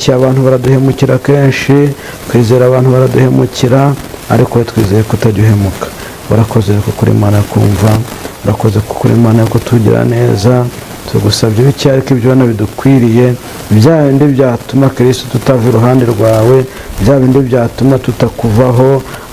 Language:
Kinyarwanda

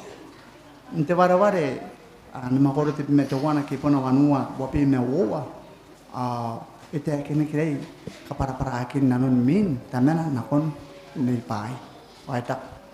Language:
Gilbertese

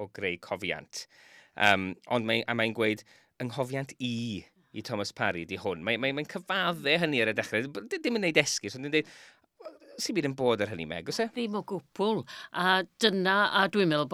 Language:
Welsh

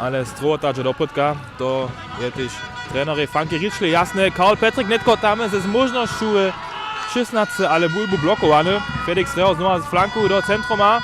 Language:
Upper Sorbian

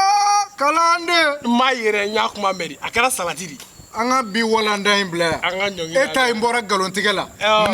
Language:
Bambara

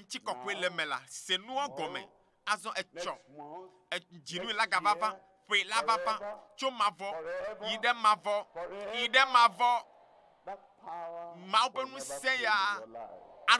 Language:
Ewe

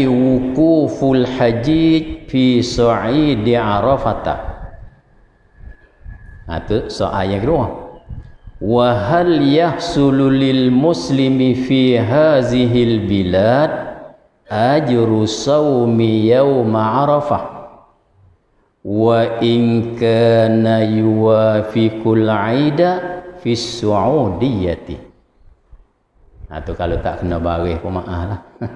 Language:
Malay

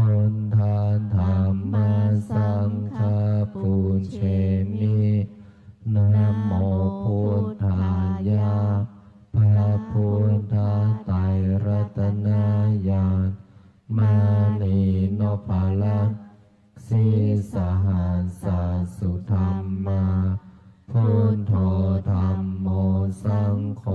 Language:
Pali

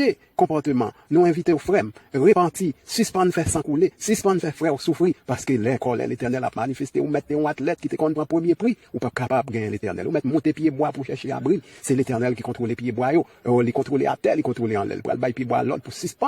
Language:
Haitian Creole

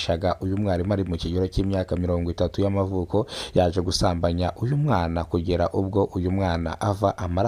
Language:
Kinyarwanda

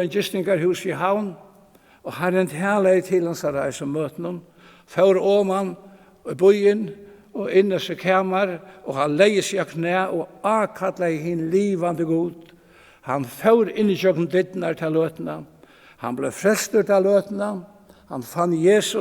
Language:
Faroese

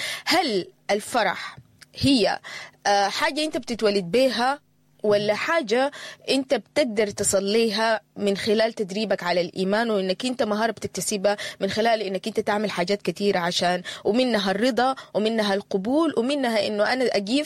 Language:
Sudanese Arabic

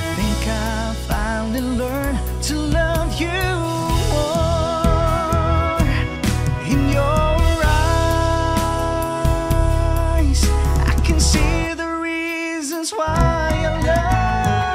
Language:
English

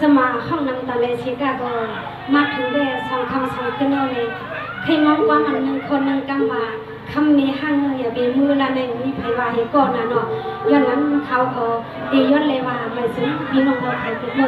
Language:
Shan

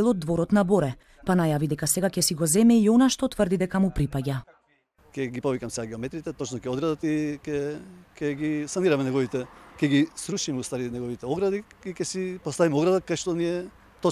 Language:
Macedonian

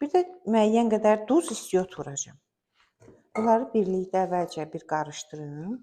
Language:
Azerbaijani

